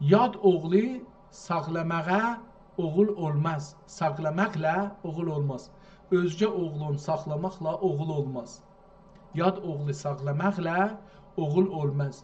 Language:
South Azerbaijani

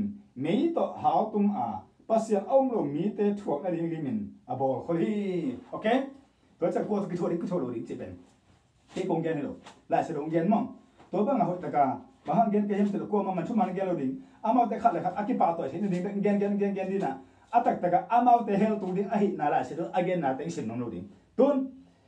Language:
Tedim Chin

